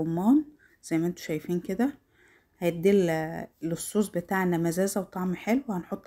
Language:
Egyptian Arabic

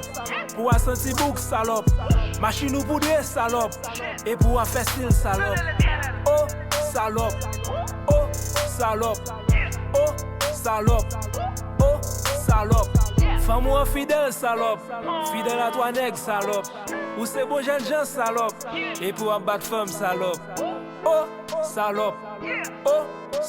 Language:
Haitian Creole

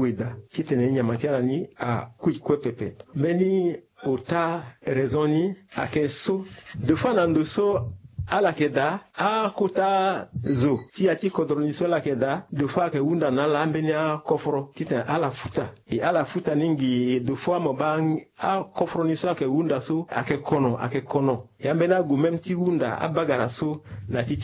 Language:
Sango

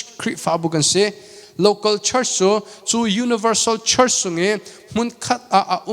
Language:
Hakha Chin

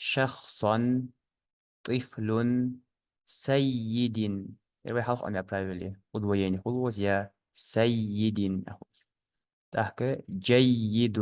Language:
Ingush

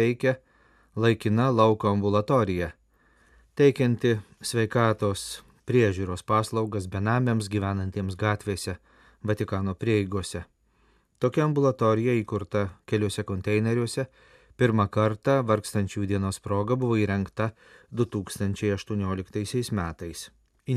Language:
Lithuanian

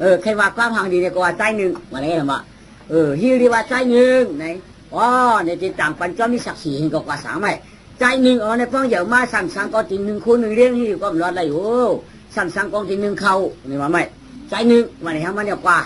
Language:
Shan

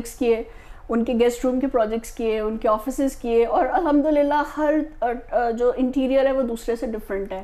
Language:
Urdu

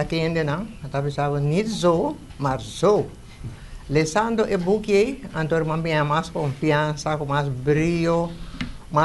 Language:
Papiamento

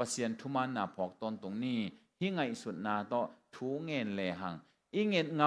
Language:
Tedim Chin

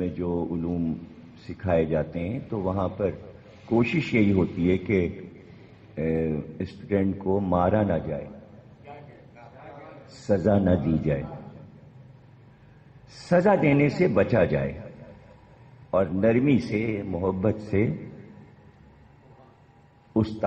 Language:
Urdu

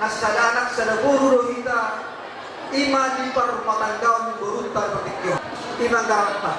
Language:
Batak Toba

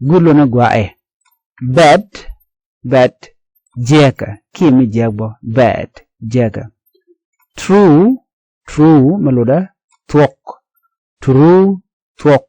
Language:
Nuer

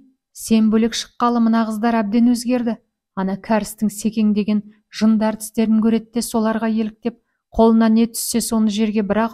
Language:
Kazakh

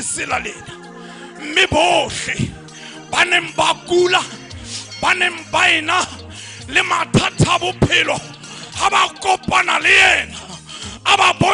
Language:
Southern Sotho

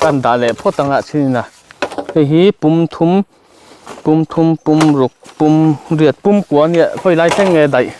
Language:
Mizo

